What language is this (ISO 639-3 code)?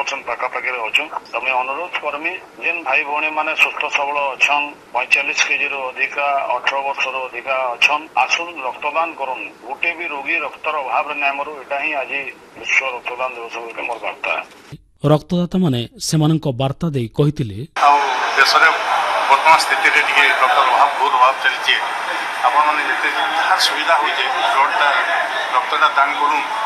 ori